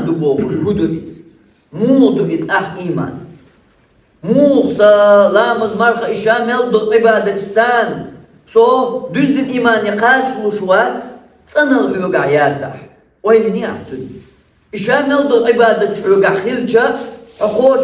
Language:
Chechen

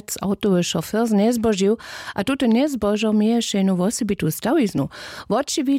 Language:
Upper Sorbian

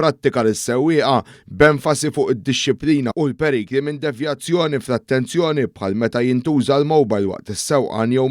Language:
Maltese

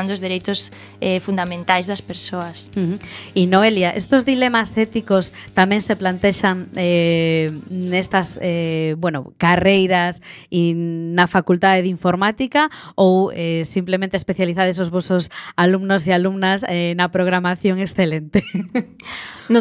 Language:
Galician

